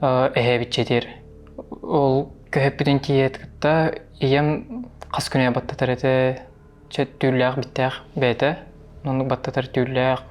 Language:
Yakut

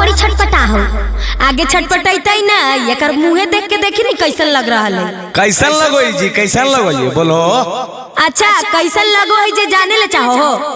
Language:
Magahi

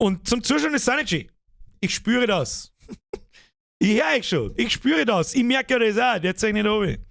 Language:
Bavarian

